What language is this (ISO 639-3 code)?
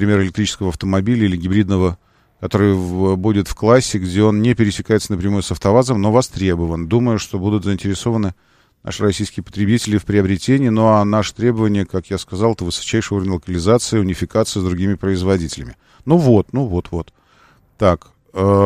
rus